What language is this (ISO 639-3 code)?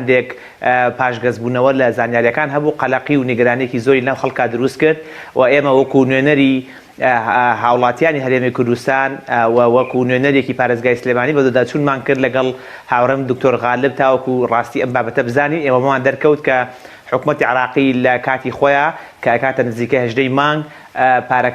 ckb